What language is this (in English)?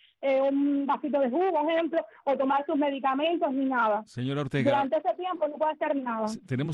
Spanish